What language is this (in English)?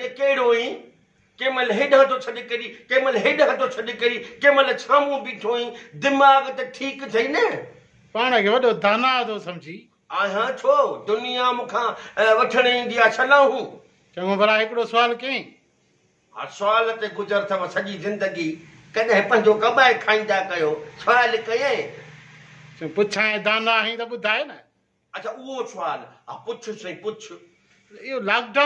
Sindhi